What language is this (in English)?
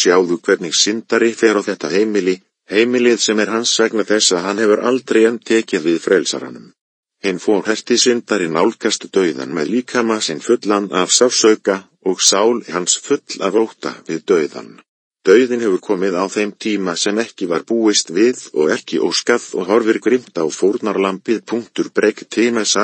Icelandic